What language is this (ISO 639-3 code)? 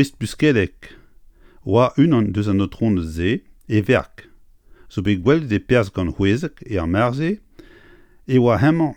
bre